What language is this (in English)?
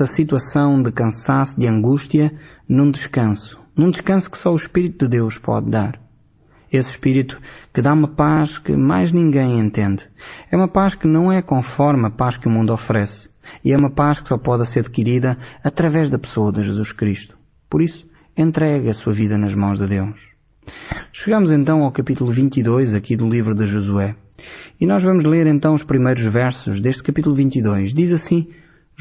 Portuguese